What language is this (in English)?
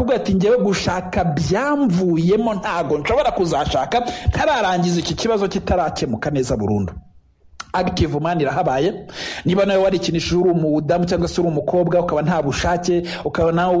Kinyarwanda